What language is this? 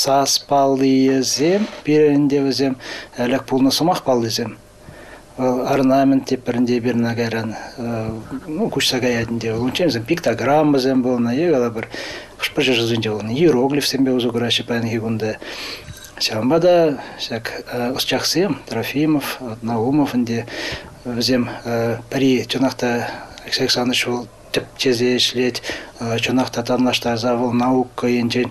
Chuvash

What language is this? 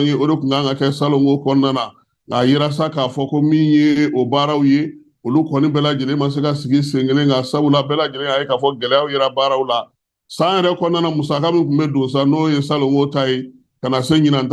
Bambara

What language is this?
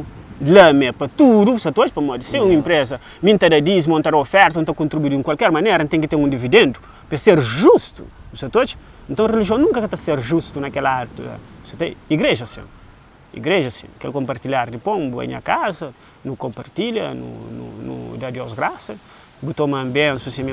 Kabuverdianu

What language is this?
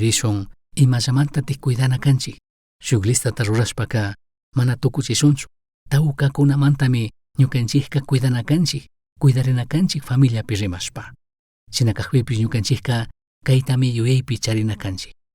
Chimborazo Highland Quichua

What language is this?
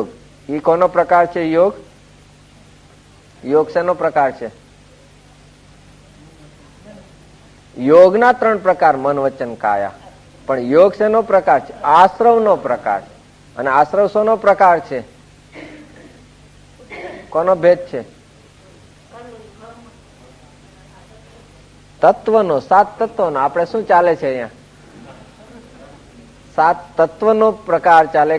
Gujarati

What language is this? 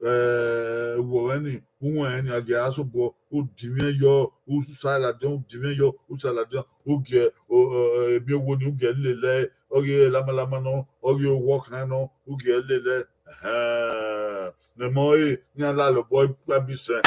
Bini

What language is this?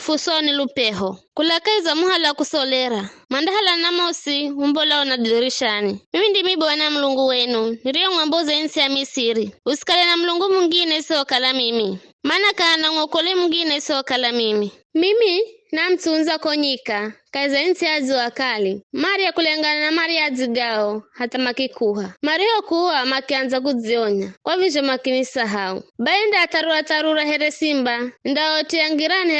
Giryama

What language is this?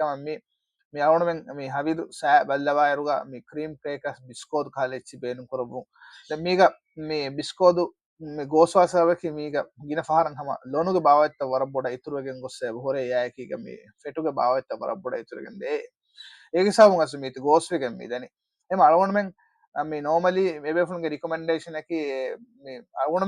Divehi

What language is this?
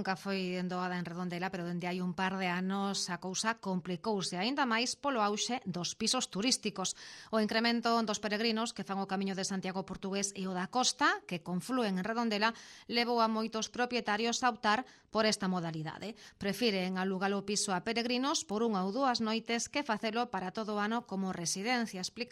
Galician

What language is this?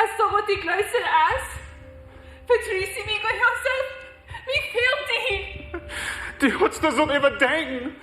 Plautdietsch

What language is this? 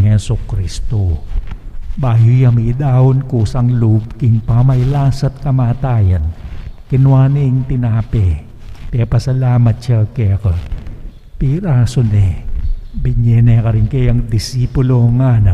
Pampanga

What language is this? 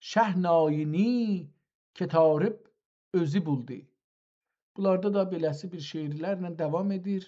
South Azerbaijani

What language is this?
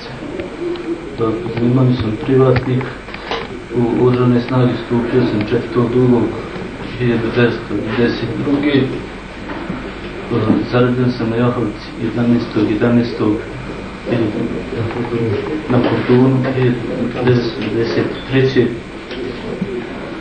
Bosnian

